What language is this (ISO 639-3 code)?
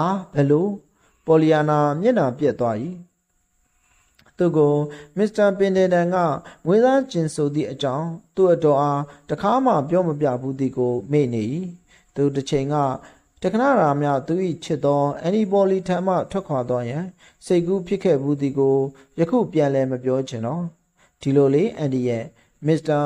mya